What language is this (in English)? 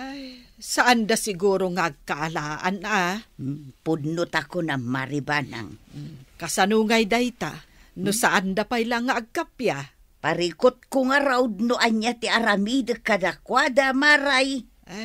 Iloko